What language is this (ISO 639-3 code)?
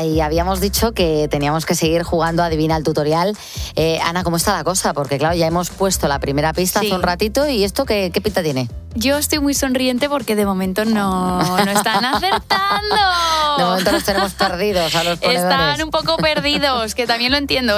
spa